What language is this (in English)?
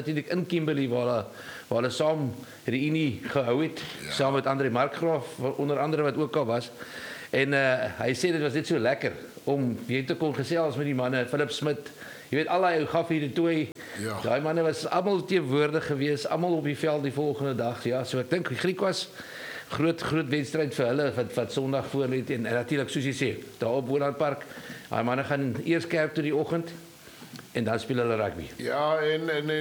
Afrikaans